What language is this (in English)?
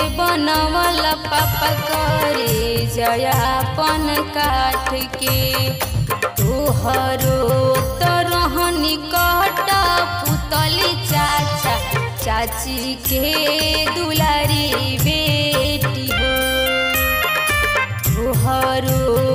Bhojpuri